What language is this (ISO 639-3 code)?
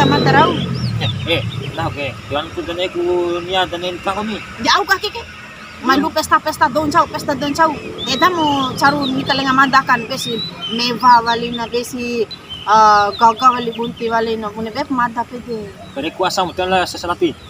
bhp